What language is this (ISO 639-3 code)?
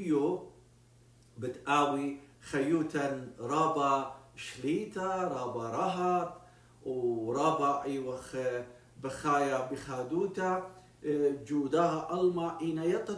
aii